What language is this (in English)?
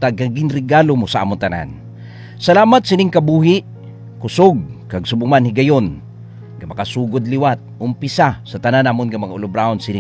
Hiligaynon